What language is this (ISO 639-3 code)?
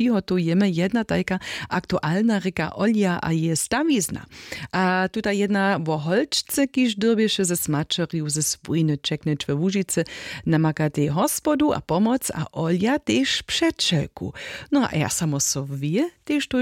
hsb